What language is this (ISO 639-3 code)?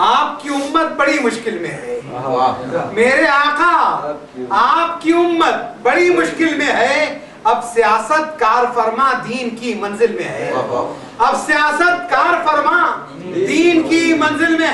urd